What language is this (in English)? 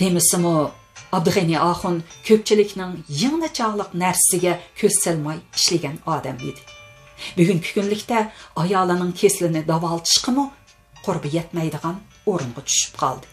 Uyghur